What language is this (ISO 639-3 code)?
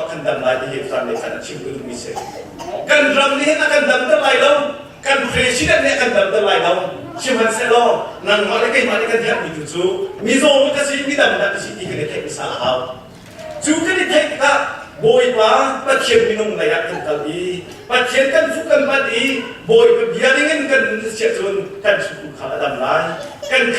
cnh